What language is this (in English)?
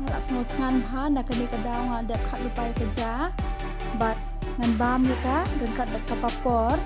Khasi